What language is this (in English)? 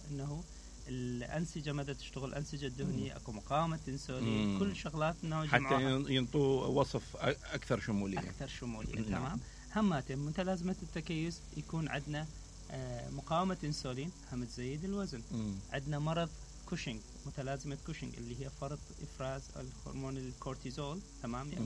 Mesopotamian Arabic